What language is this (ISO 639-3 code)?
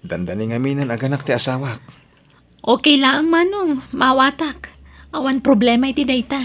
ilo